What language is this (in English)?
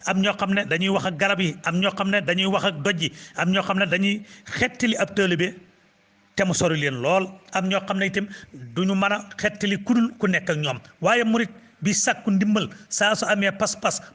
Wolof